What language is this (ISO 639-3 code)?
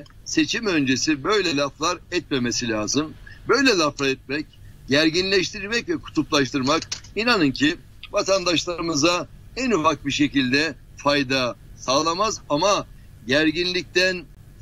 tur